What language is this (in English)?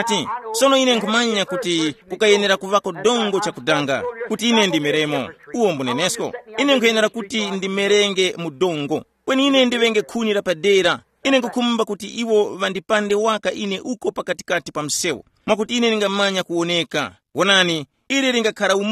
Tumbuka